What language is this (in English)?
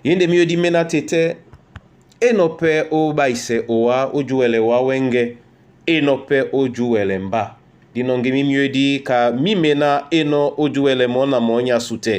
Duala